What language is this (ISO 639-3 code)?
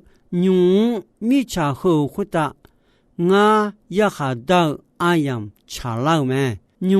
ahk